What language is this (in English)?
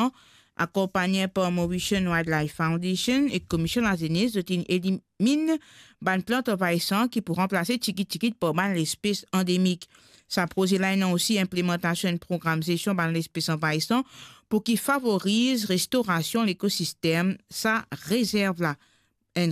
Morisyen